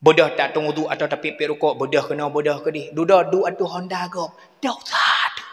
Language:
Achinese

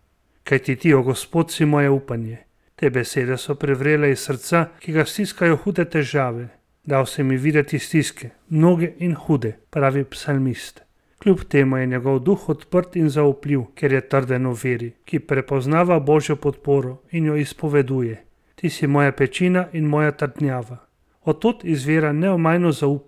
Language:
Slovenian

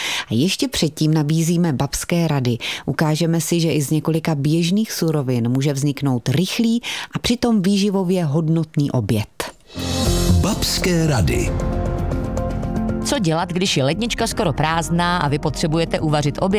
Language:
Czech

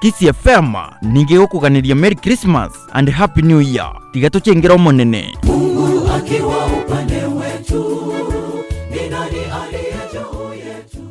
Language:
Gusii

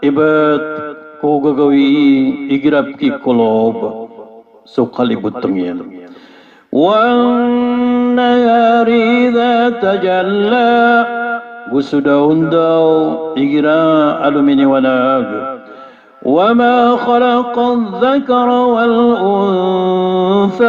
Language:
Maranao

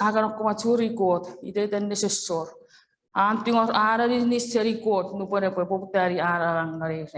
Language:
Chuukese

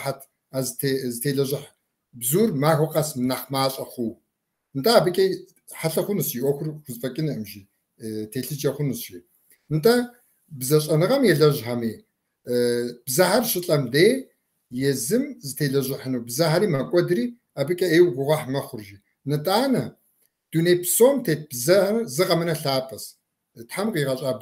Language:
Kabardian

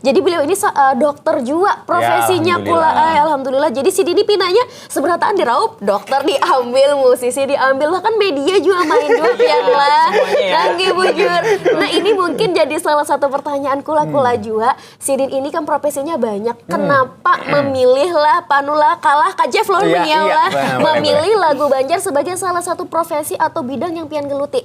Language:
Banjar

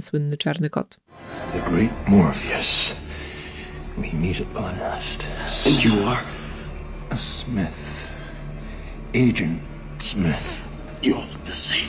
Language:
Polish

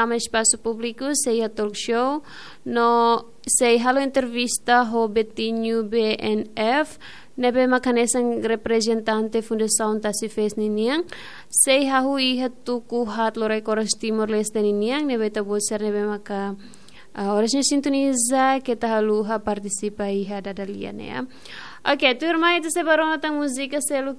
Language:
Tetum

